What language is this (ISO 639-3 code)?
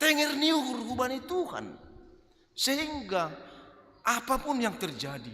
bts